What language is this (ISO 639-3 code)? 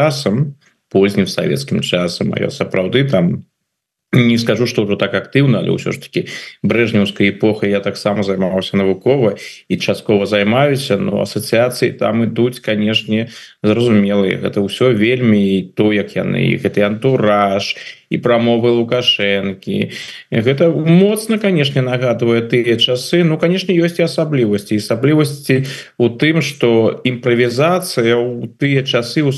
bel